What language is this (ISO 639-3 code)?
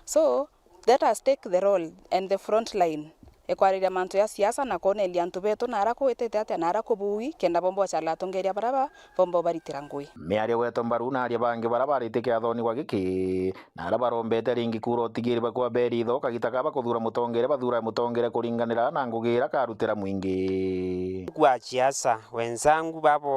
mer